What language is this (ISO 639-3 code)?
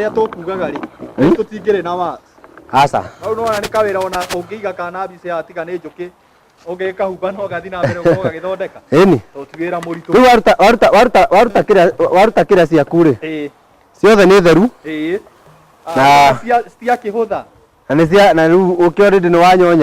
kik